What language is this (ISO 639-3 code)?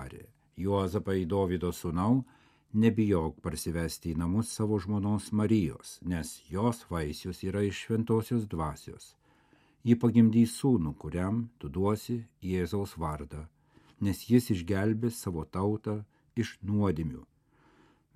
lit